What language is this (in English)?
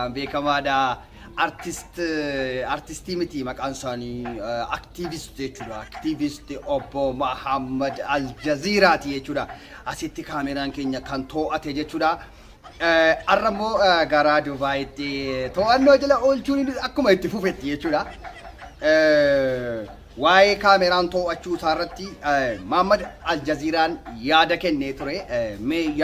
Oromo